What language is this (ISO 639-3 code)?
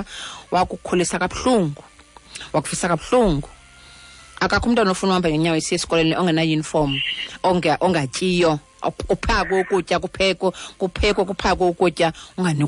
xho